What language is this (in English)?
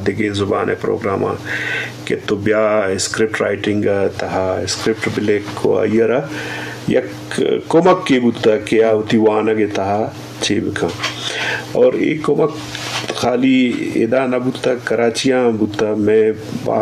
Eastern Balochi